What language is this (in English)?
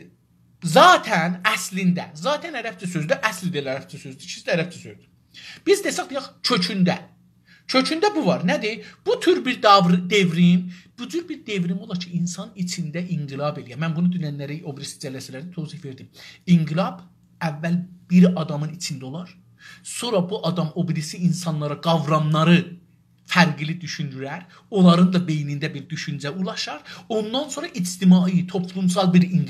South Azerbaijani